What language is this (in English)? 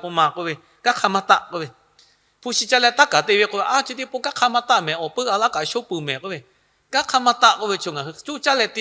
Lahu